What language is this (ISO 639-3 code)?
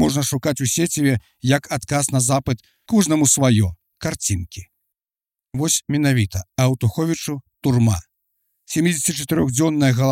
bel